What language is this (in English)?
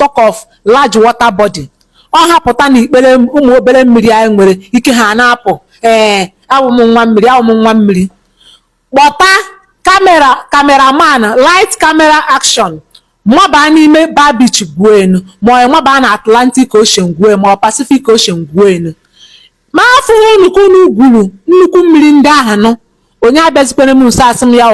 Igbo